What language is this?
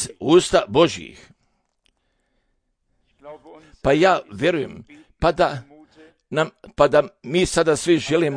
Croatian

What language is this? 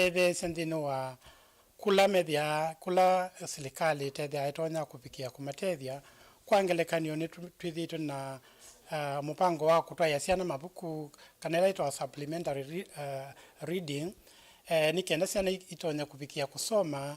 Kamba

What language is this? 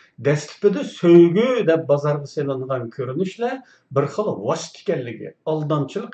Uyghur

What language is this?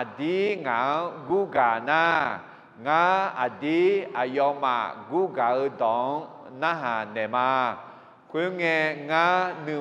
Akha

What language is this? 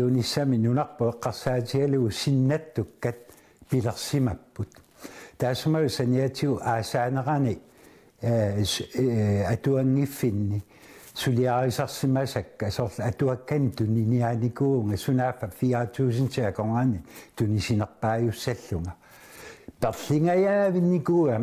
Kalaallisut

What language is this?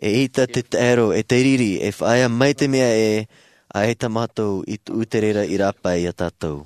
Tahitian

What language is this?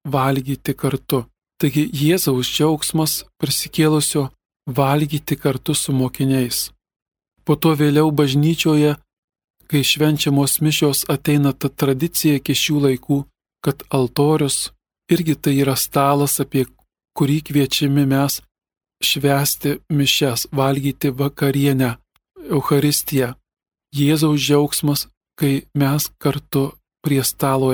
Lithuanian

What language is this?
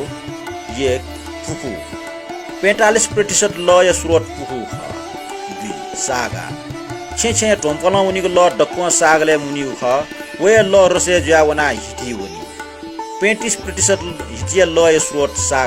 Newari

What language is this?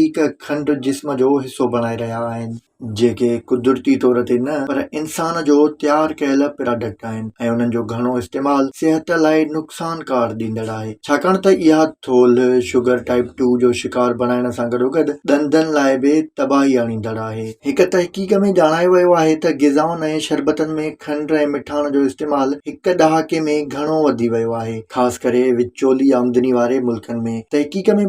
Sindhi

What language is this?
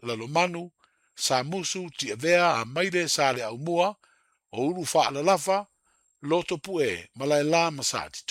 Samoan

